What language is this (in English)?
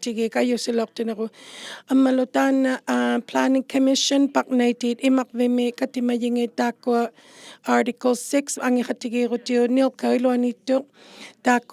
Inuktitut